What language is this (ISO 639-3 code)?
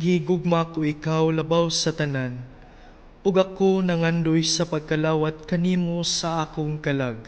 ceb